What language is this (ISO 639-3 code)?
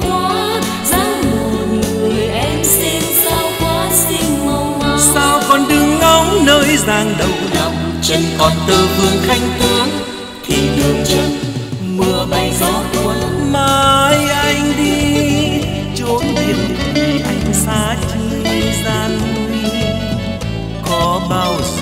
vie